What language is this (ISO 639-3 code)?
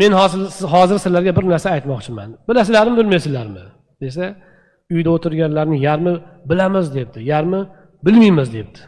uzb